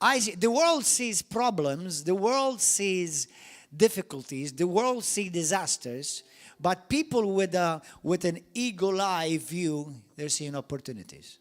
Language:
English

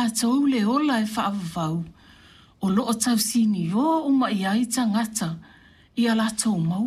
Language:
Samoan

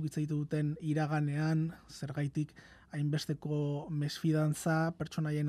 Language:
Basque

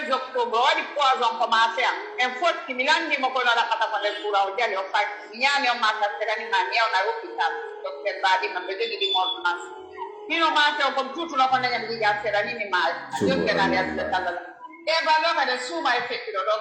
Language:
Fula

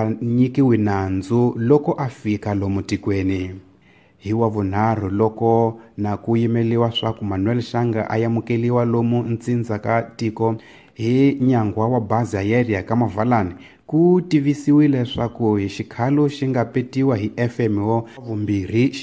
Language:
Tsonga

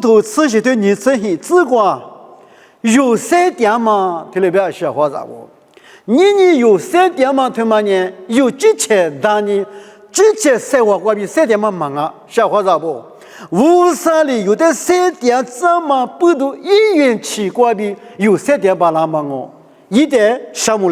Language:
Lisu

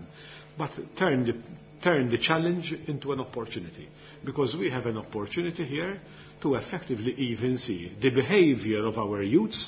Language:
Maltese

